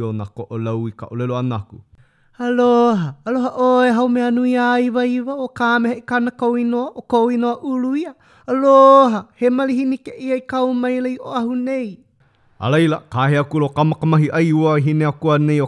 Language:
Hawaiian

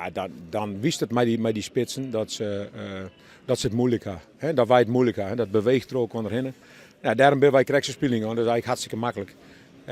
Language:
Western Frisian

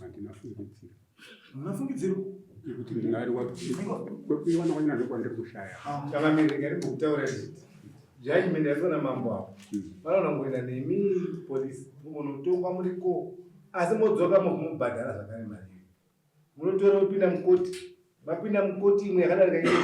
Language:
Shona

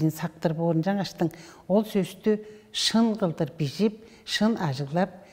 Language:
Tuvinian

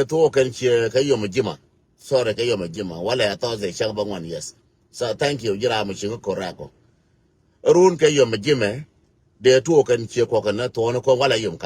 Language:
Nuer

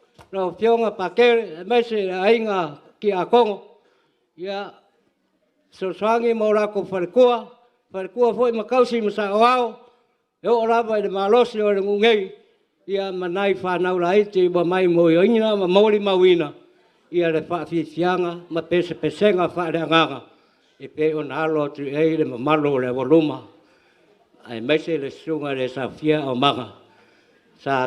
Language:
Samoan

